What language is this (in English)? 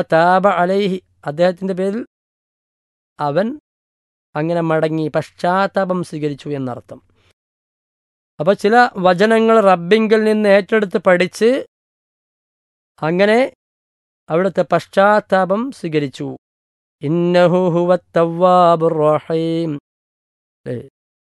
Malayalam